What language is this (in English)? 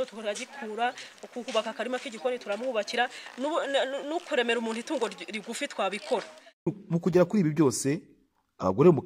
Kinyarwanda